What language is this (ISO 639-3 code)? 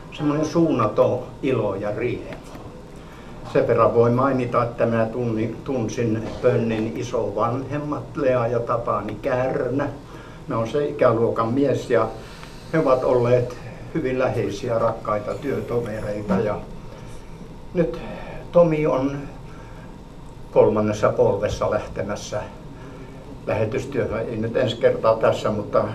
fin